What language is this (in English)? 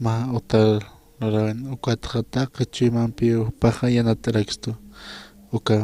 Aymara